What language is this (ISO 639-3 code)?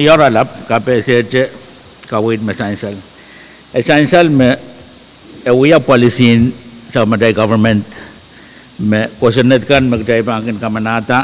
pon